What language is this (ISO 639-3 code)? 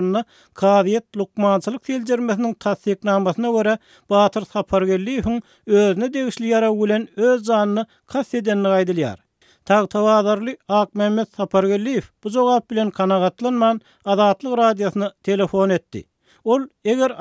tuk